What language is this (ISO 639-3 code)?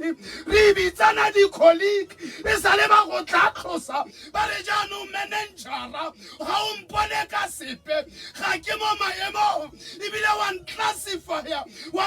tsn